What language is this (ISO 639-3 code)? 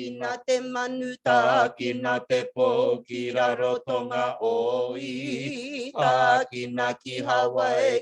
mri